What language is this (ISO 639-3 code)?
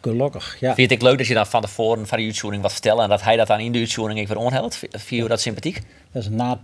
fry